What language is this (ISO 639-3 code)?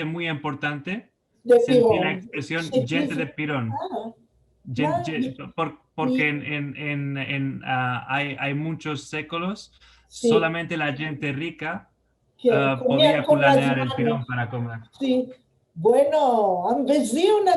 lad